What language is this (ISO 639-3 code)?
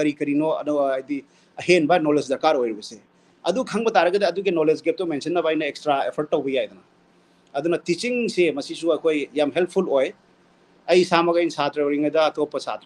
mni